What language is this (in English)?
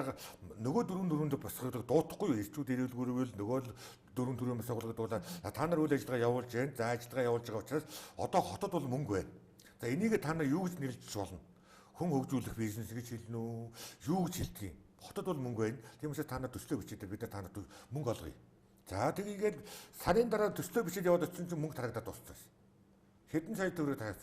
Mongolian